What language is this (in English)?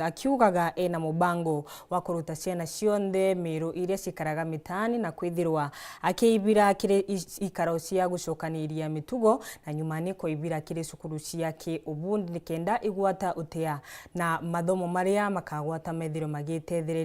Meru